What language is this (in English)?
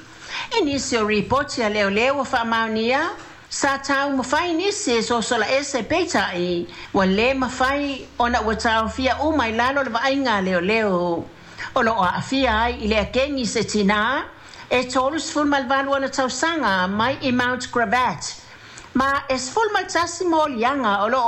Samoan